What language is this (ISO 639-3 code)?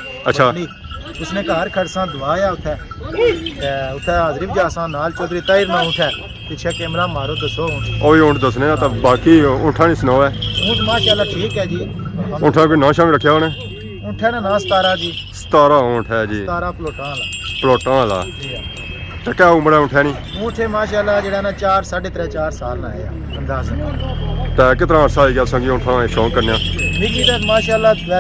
phr